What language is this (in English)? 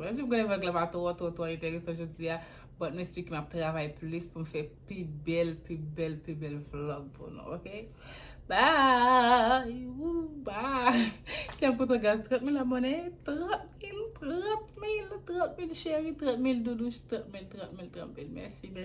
Haitian Creole